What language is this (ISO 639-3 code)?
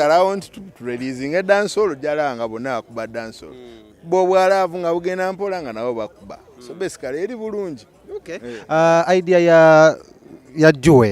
lug